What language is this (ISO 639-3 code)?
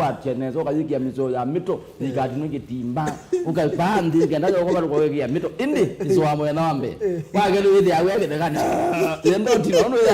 kam